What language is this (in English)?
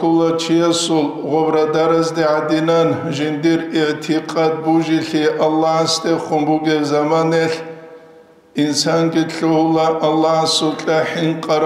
Avaric